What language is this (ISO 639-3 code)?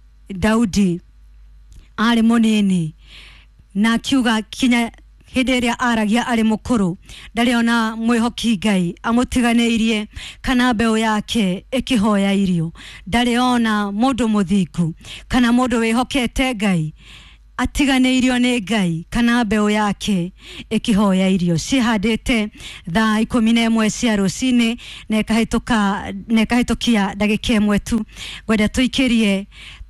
kik